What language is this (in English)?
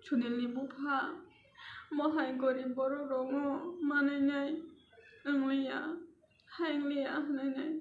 Kok Borok